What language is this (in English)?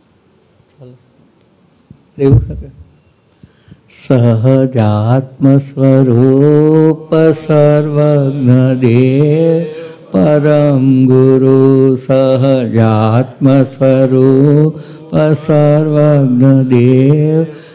Gujarati